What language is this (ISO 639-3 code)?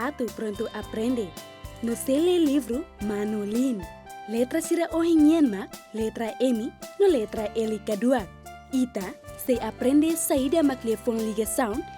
tet